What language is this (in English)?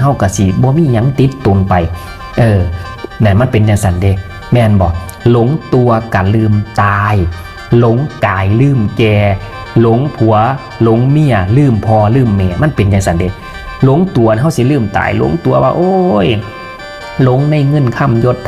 Northeastern Thai